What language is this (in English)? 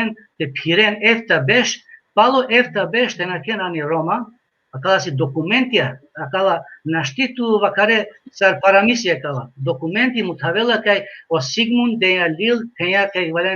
Balkan Romani